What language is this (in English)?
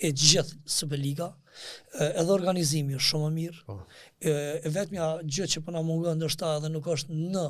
Albanian